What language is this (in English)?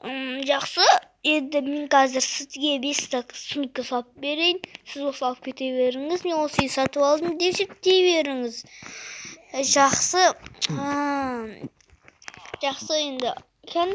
Kazakh